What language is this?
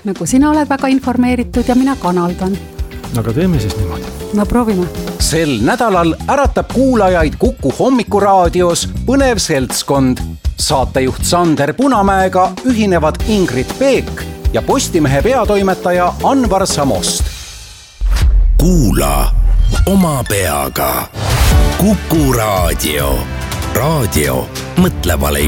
Estonian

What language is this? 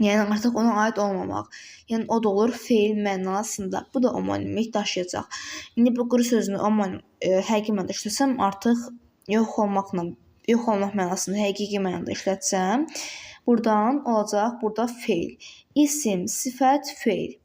Azerbaijani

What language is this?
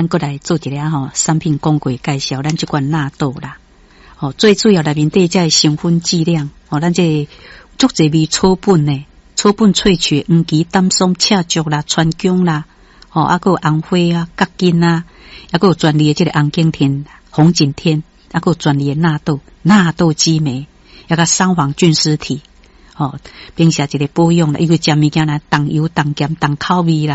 Min Nan Chinese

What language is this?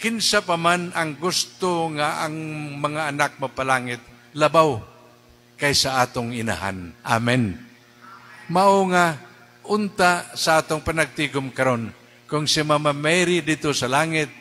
Cebuano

